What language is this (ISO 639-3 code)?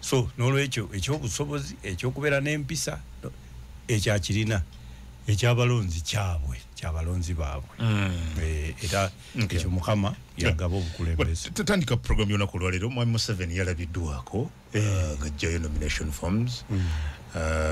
lug